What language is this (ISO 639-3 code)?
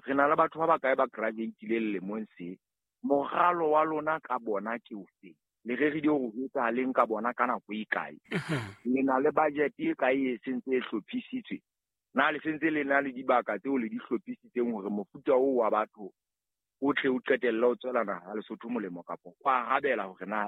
sot